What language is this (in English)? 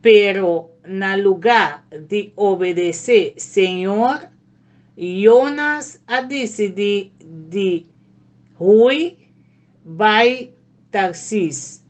Papiamento